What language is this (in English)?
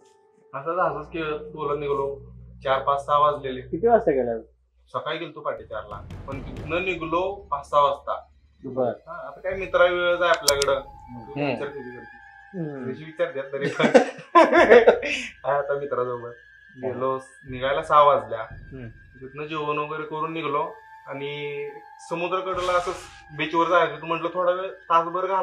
Marathi